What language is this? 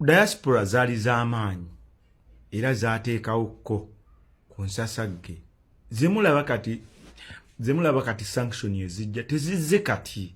Ganda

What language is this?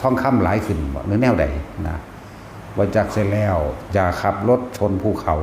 Northeastern Thai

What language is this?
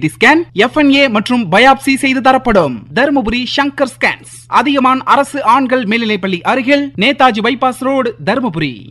Tamil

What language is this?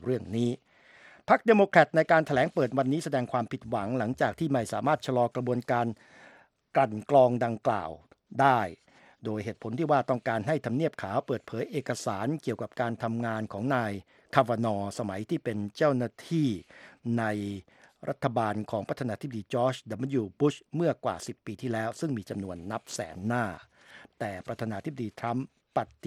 Thai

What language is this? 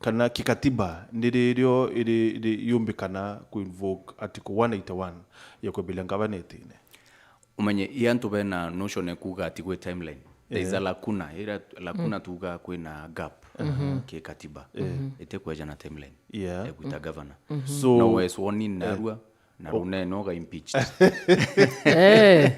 Meru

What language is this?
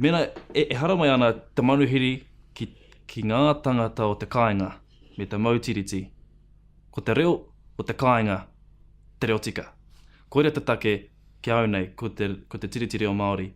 Māori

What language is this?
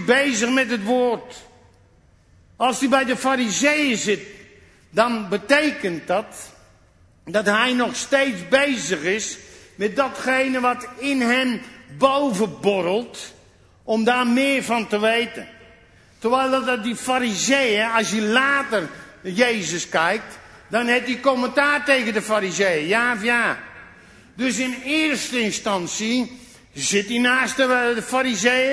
Dutch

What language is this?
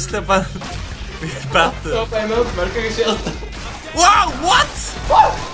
Faroese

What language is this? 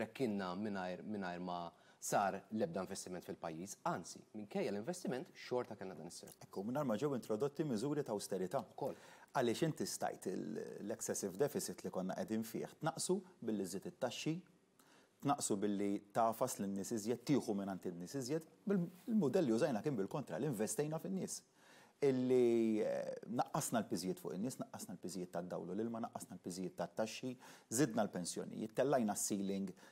Maltese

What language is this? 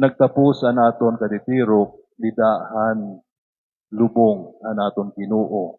Waray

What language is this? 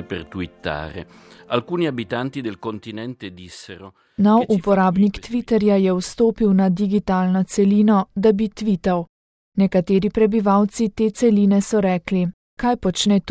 Slovenian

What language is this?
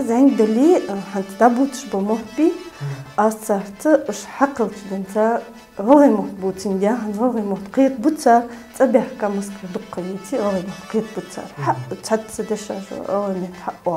Chechen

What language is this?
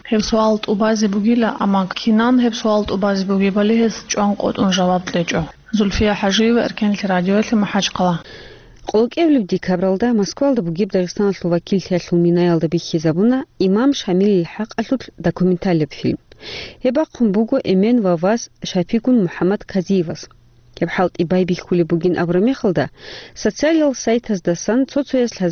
Avaric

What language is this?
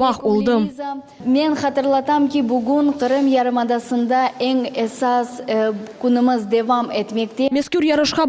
Crimean Tatar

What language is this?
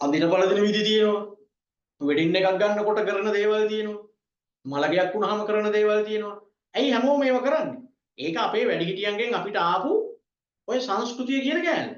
Sinhala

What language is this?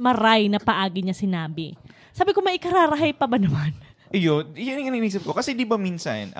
Bikol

